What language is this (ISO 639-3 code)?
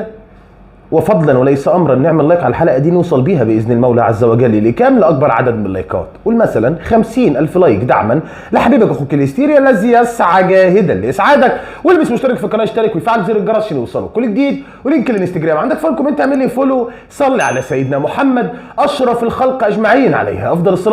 arz